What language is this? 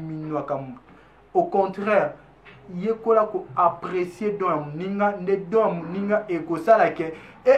Lingala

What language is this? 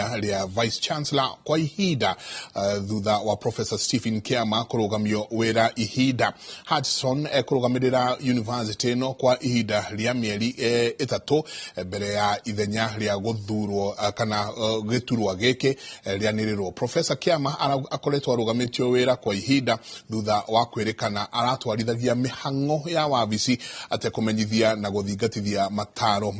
Kikuyu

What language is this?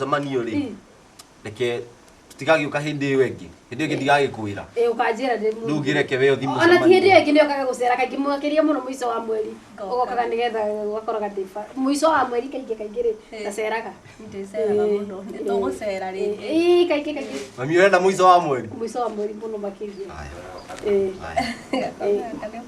Kikuyu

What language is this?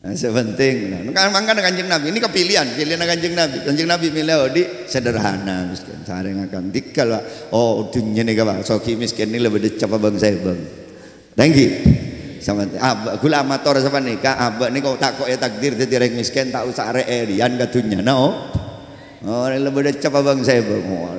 Madurese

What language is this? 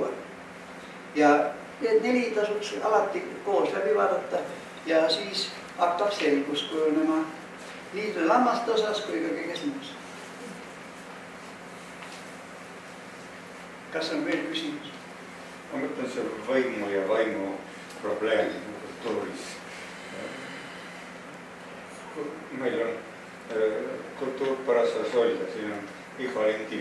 Estonian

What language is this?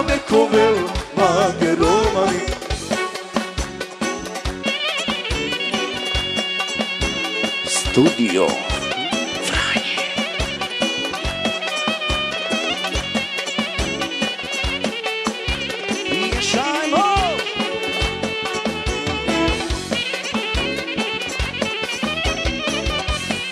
Croatian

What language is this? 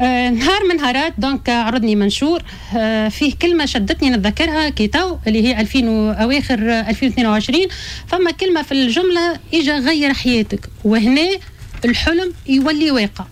Tunisian Arabic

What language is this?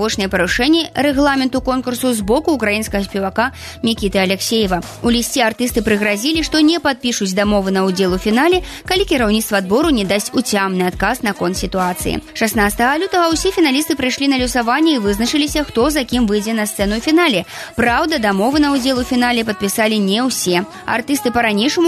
Belarusian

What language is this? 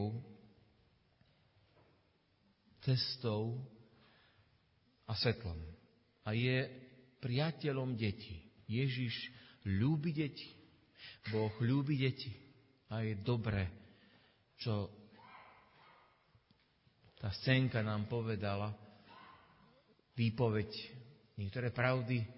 Slovak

